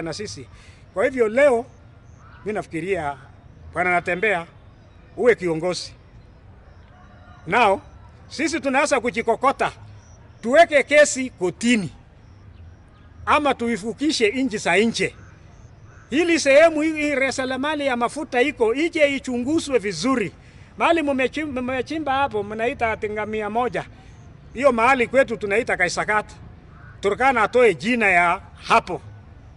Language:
Swahili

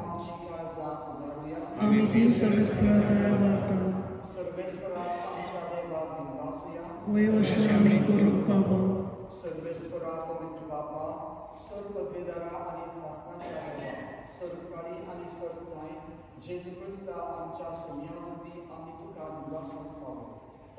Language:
Konkani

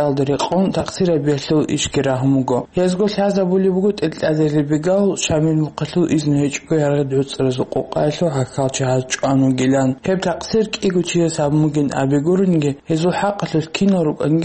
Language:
Avaric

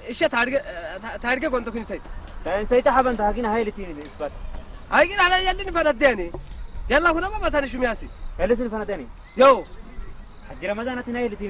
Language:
Saho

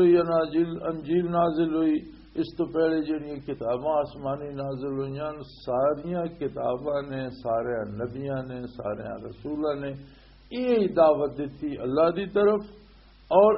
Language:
Western Panjabi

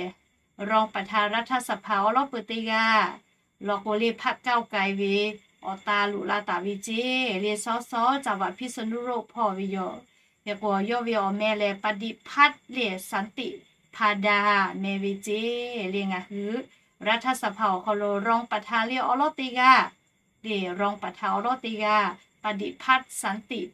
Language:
Lahu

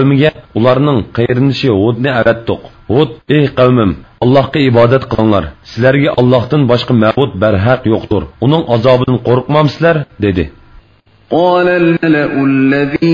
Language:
Uyghur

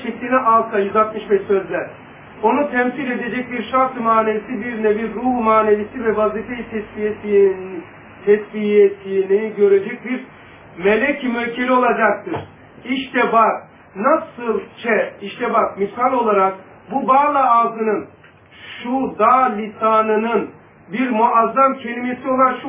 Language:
Turkish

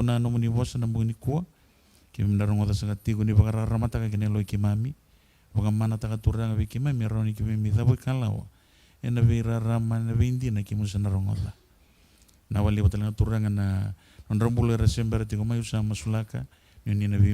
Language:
Fijian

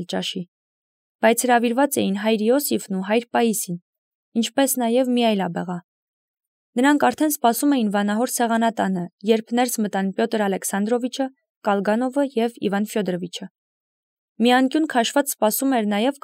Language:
Armenian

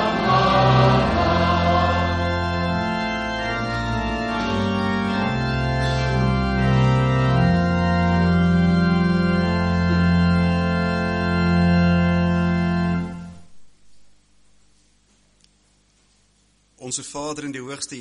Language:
Afrikaans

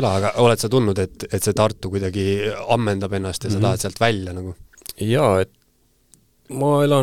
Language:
Estonian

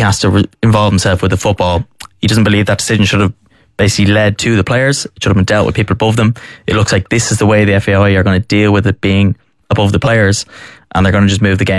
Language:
English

